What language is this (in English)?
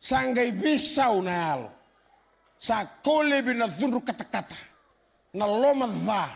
Fijian